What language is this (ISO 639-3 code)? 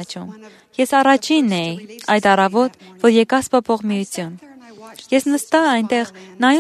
hye